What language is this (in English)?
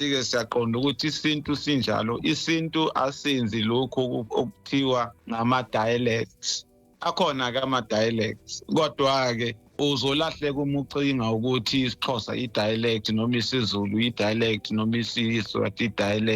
Zulu